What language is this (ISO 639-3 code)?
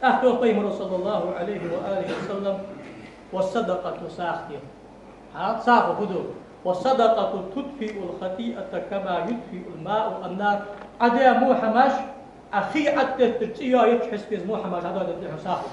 inh